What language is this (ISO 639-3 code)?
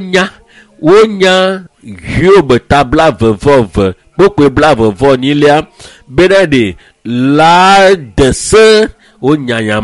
ewe